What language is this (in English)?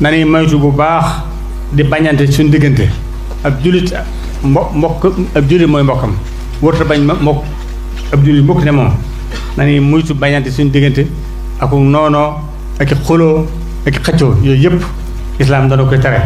Wolof